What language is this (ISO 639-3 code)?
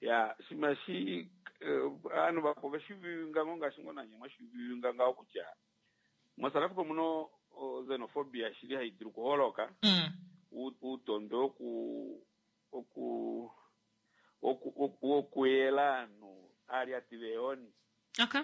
kua